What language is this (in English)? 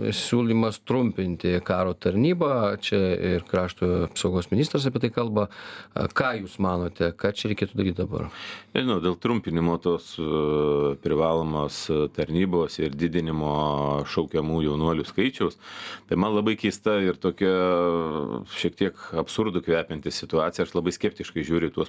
Lithuanian